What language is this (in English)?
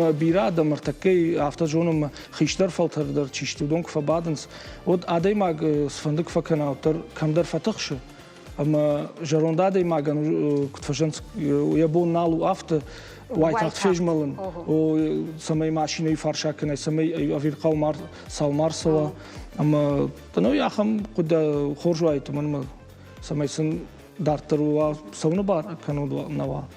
Ossetic